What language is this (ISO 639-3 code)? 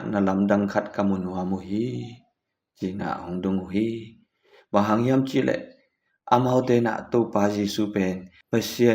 ctd